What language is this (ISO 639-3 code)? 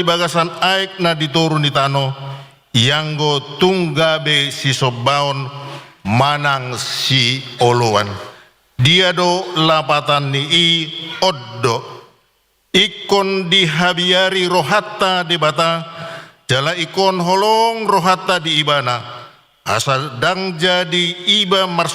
bbc